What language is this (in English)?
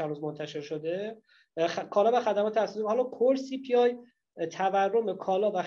Persian